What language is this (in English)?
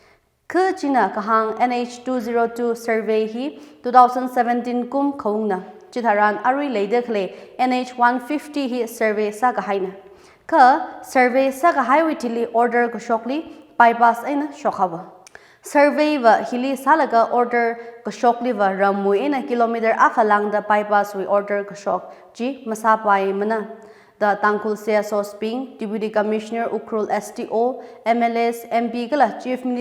Tangkhul Naga (India)